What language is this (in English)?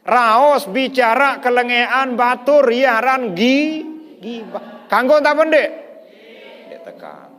Sasak